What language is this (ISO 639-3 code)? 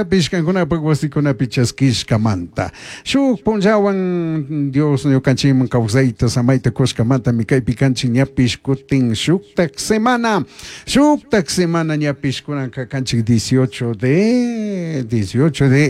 qug